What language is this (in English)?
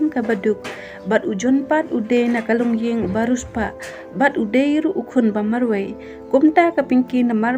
Khasi